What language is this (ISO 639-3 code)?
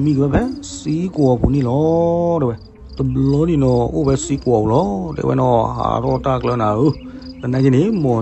ksw